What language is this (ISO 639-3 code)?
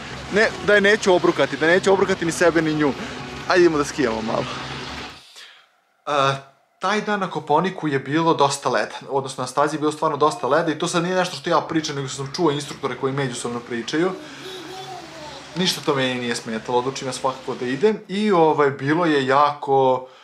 srp